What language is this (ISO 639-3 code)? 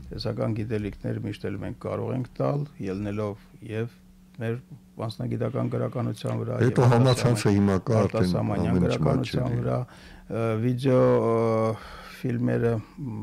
hye